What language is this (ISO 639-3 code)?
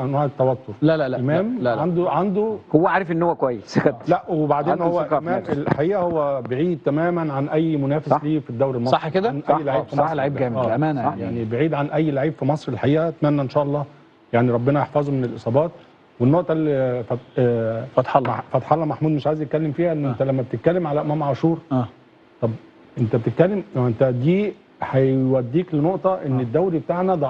arz